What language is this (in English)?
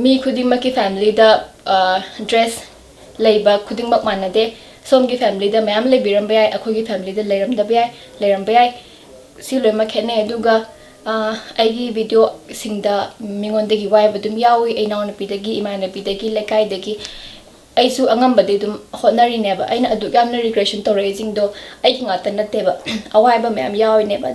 Manipuri